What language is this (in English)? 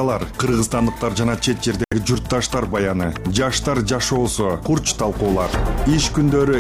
Kyrgyz